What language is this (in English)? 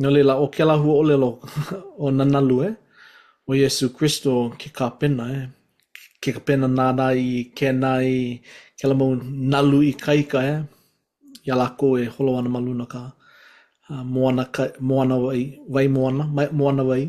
Hawaiian